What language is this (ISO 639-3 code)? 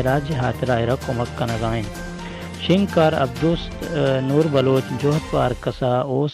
bal